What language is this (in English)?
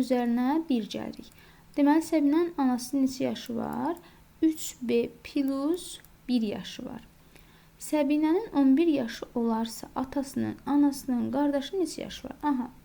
Azerbaijani